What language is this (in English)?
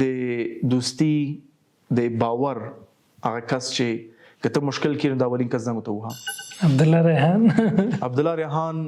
Pashto